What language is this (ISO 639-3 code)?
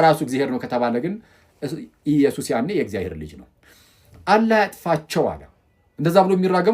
amh